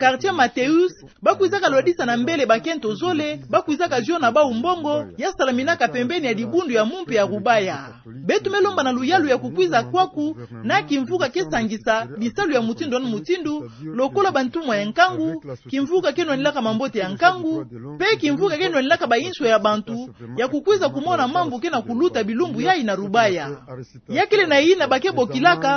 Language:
Kituba (Democratic Republic of Congo)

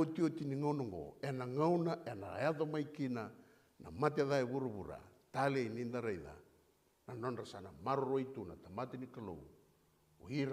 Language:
Fijian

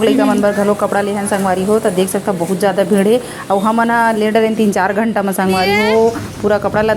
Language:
Chhattisgarhi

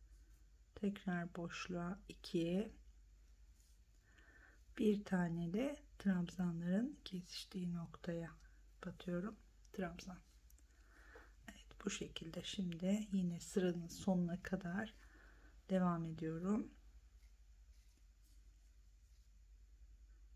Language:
Turkish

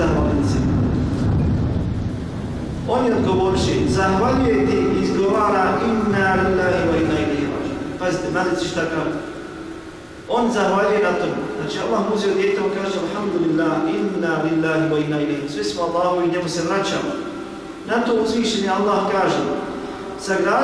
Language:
Bosnian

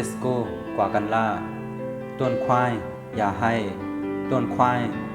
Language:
Shan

